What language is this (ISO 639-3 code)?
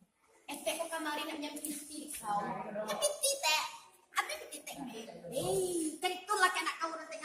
min